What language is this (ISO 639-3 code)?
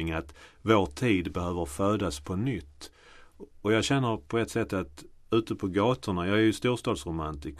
swe